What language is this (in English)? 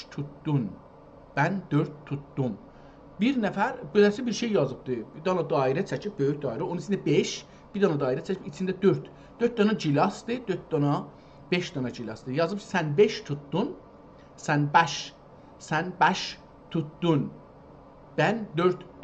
South Azerbaijani